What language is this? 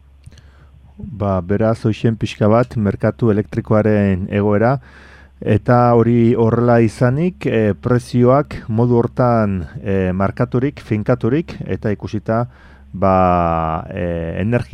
Basque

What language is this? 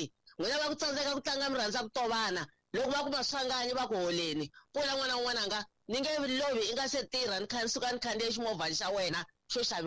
Tsonga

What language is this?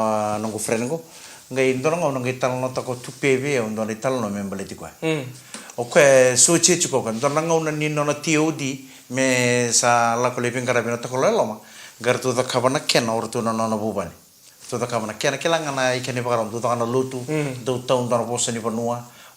Fijian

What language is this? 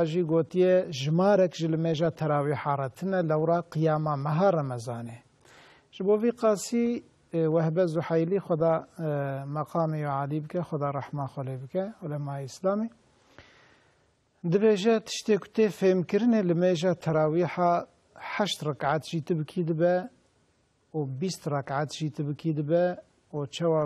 Kurdish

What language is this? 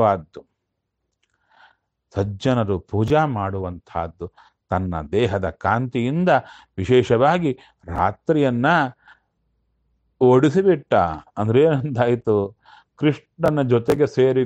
Kannada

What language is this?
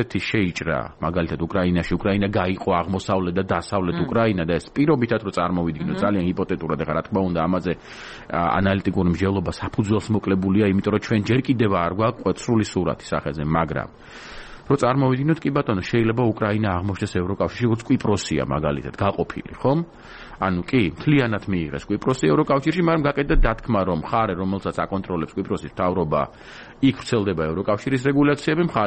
Georgian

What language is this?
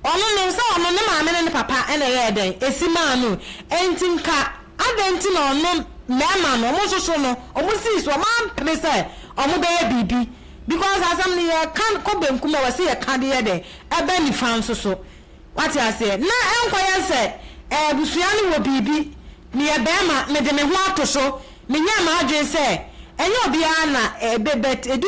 Akan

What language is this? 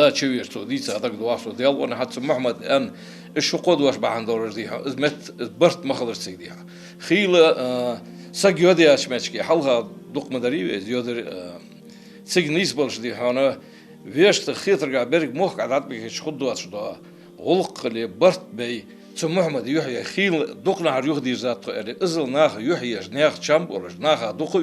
Ingush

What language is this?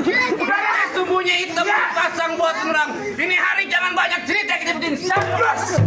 Betawi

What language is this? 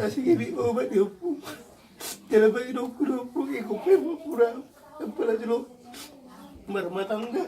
Batak Toba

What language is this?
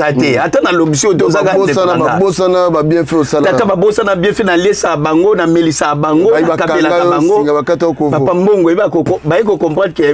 Lingala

